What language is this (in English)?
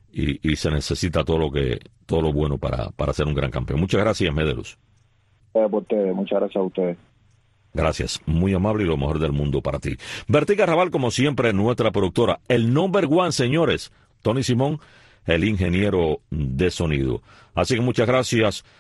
Spanish